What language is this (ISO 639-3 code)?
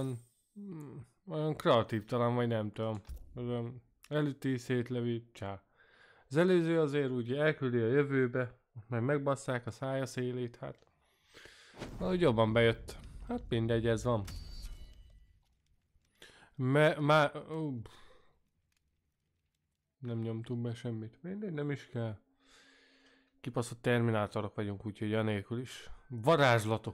hun